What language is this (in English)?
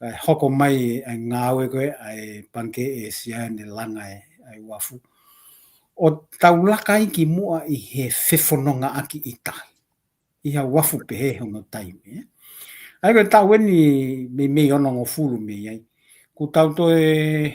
Tongan